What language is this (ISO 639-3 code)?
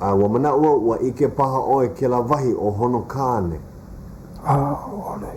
haw